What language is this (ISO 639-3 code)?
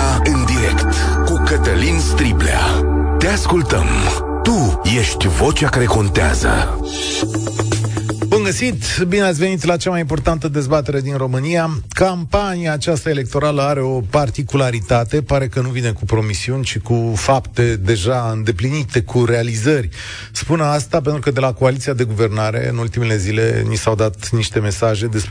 ron